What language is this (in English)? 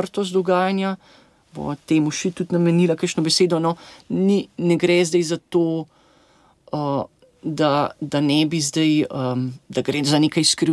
Slovenian